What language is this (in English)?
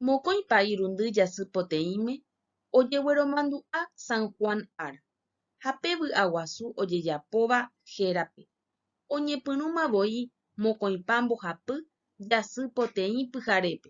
Guarani